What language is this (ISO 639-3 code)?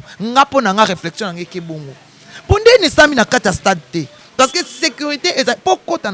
lin